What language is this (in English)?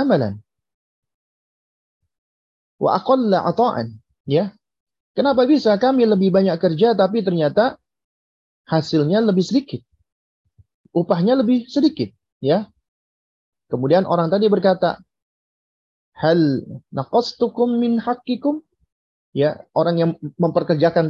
Indonesian